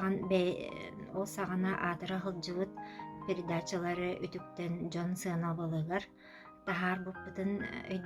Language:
Yakut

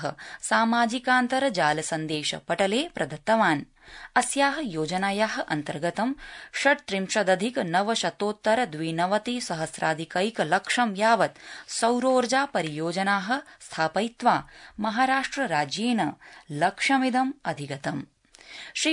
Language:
Sanskrit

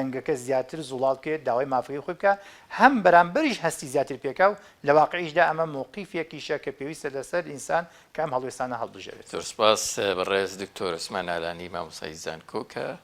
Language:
Central Kurdish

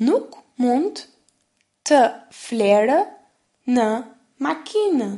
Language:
Albanian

